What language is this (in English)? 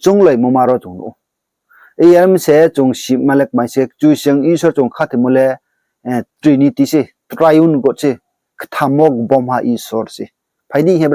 Riang (India)